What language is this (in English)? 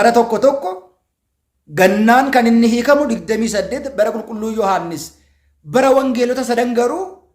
Oromo